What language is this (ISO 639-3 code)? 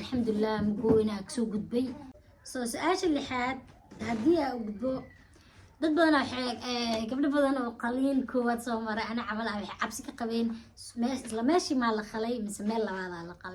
som